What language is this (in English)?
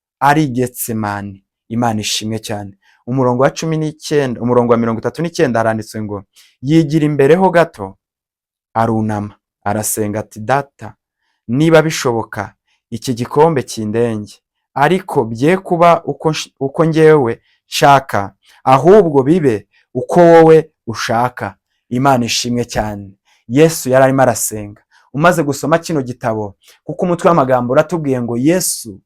Kinyarwanda